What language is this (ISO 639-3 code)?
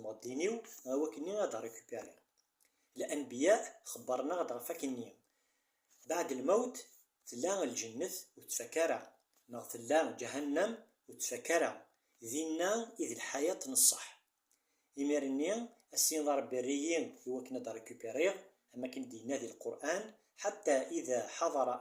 kab